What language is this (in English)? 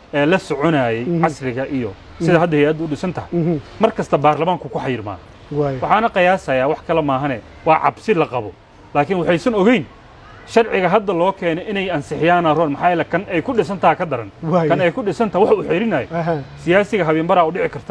Somali